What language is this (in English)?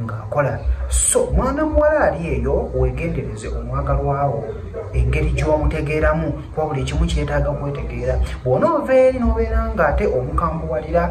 Ganda